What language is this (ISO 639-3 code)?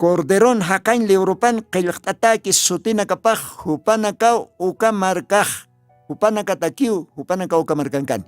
aym